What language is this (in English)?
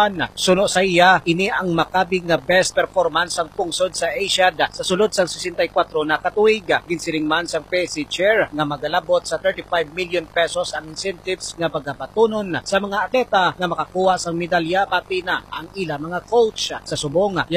Hiligaynon